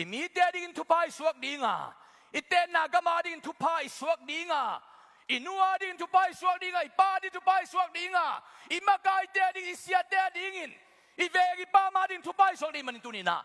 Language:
Tedim Chin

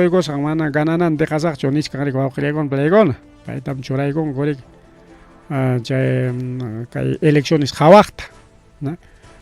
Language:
Ayacucho Quechua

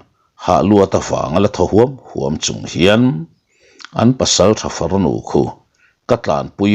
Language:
Mizo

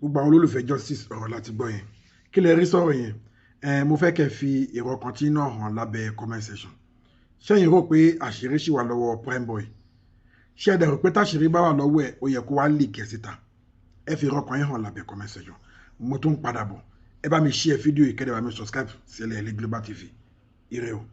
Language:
Yoruba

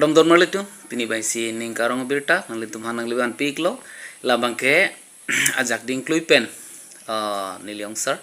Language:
Karbi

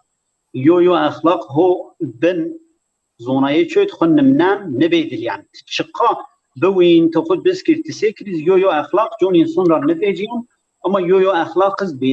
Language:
Zaza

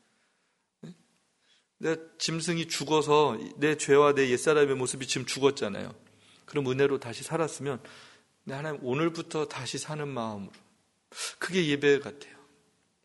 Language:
Korean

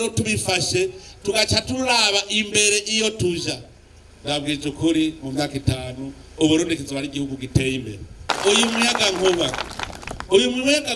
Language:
Rundi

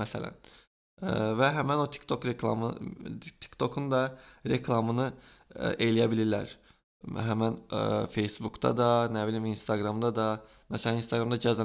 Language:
Azerbaijani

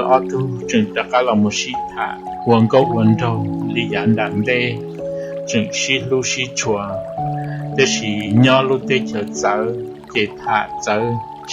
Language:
Hmong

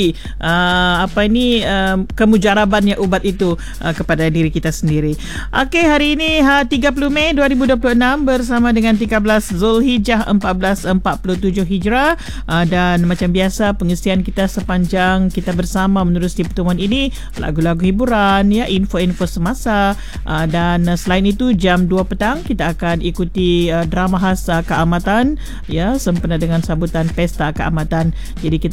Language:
Malay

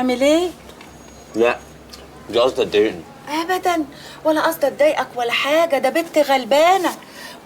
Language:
Egyptian Arabic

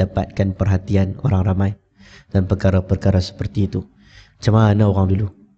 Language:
Malay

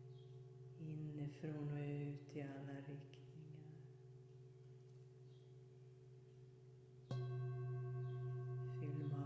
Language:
Swedish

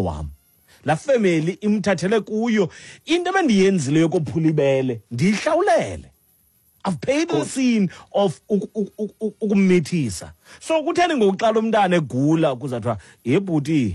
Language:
Xhosa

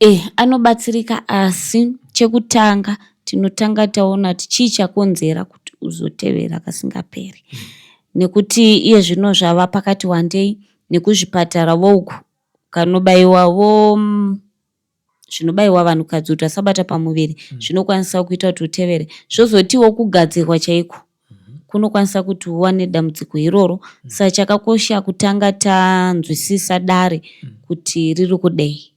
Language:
Shona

